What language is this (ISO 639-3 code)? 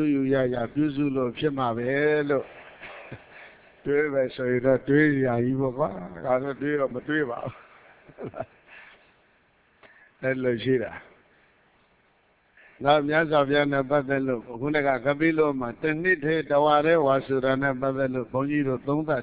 mya